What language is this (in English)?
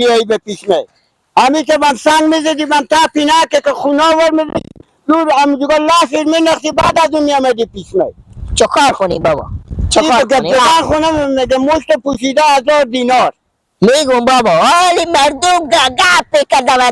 Persian